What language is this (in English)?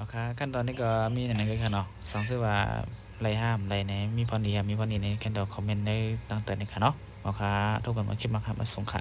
Shan